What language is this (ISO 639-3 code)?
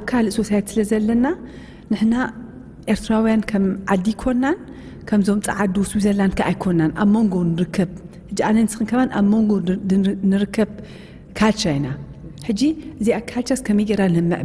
tir